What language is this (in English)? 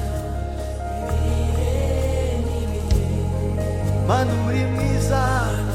Kinyarwanda